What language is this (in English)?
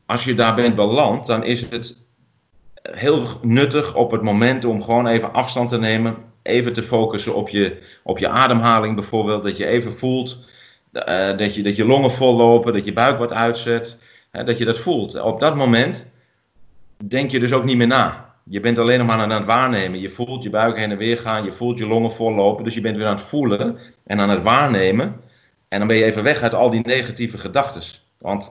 Dutch